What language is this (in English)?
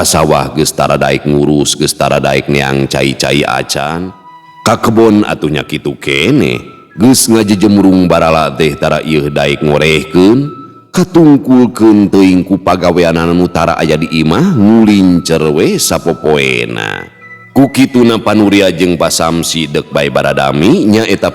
Sundanese